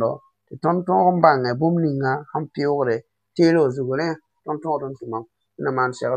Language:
Mossi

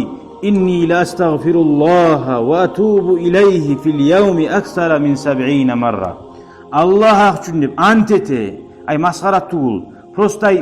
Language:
Kumyk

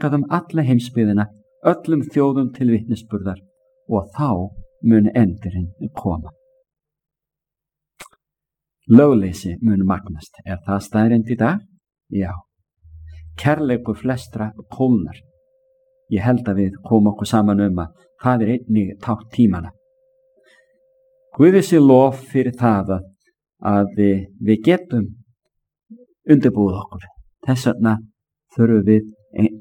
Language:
Icelandic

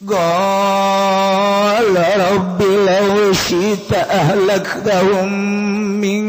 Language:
Sundanese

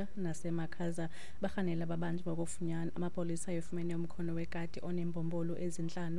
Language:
Xhosa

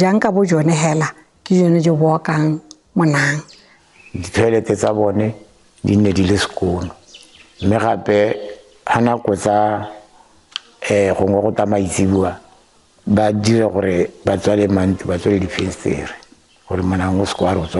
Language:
Tswana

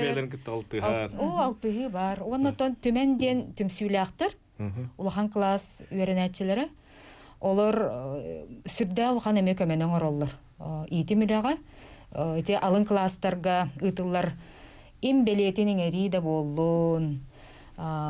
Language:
Yakut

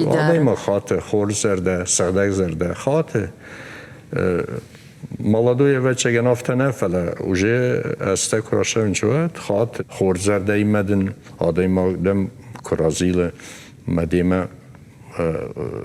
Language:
Ossetic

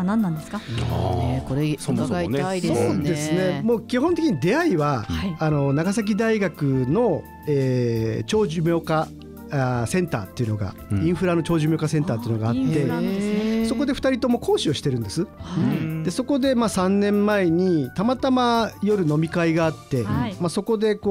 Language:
Japanese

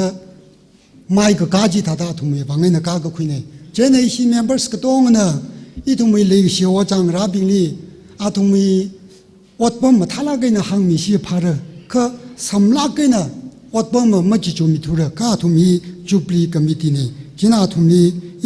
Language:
Tangkhul Naga (India)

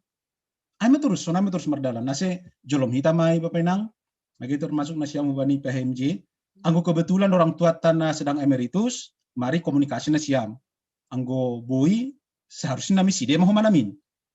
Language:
Batak Simalungun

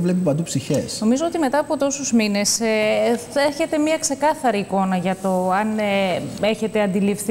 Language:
Greek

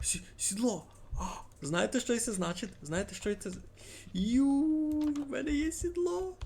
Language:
Rusyn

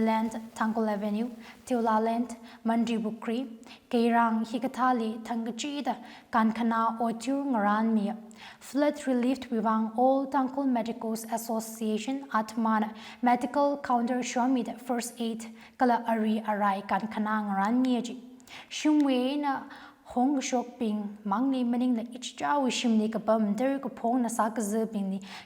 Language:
Tangkhul Naga (India)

